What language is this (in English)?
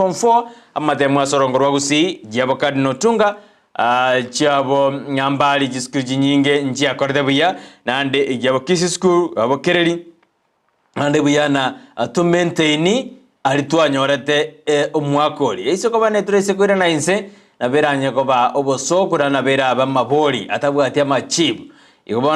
Gusii